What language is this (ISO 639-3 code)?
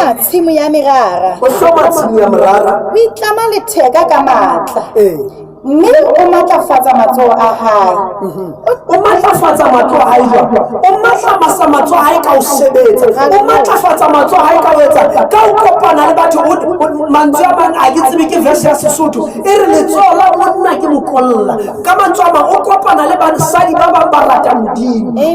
sot